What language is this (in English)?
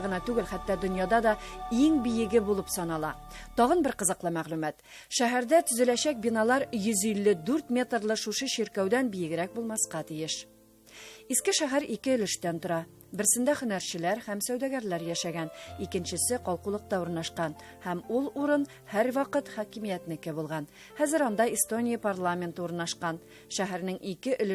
Tatar